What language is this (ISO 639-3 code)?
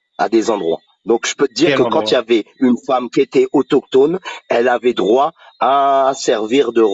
fra